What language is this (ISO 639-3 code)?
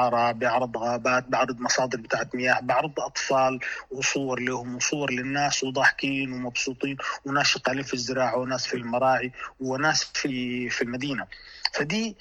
apd